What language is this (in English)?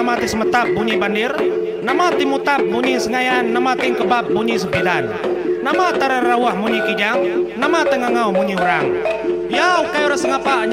Iban